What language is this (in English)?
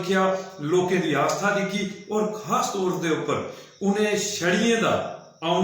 Dogri